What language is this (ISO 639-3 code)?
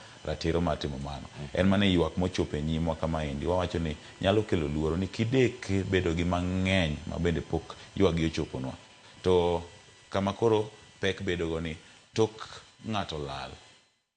luo